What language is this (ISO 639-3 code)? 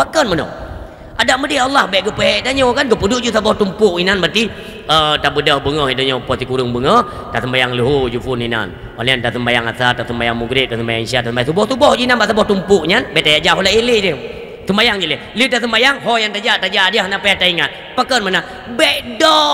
ace